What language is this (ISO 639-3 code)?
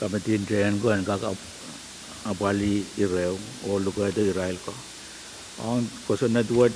pon